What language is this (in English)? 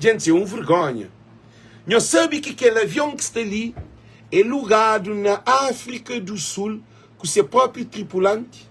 Kabuverdianu